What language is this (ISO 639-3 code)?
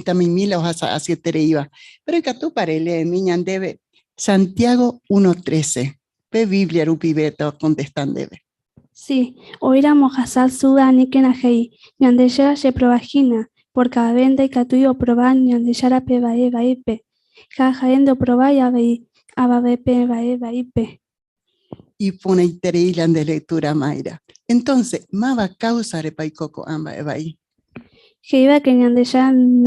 grn